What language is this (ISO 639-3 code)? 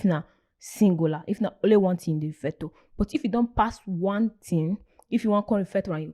pcm